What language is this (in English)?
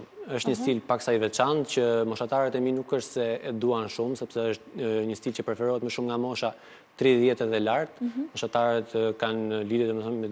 Albanian